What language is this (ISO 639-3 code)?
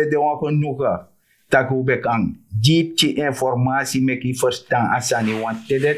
srn